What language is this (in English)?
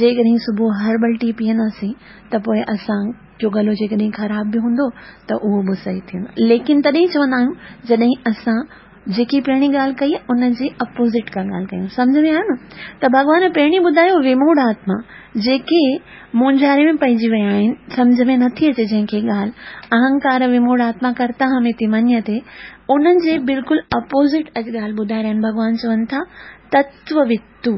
Sindhi